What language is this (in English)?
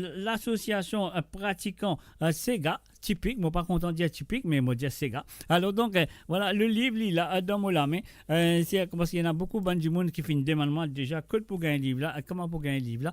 Morisyen